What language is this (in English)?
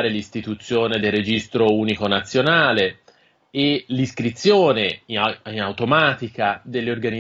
Italian